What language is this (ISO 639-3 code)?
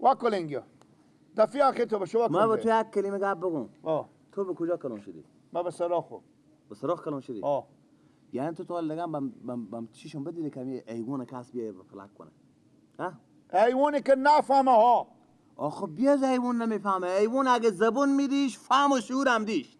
fas